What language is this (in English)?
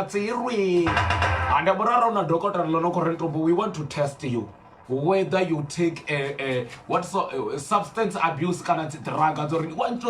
Venda